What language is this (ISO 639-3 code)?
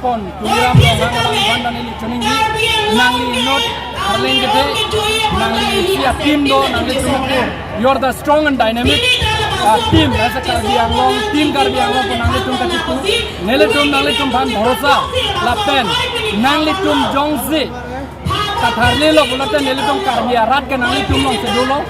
mjw